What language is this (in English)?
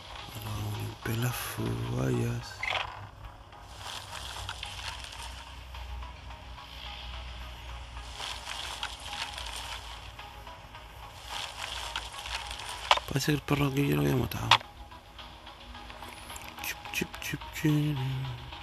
Spanish